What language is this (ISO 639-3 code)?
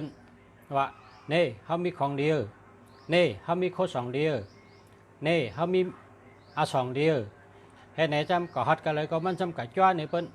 shn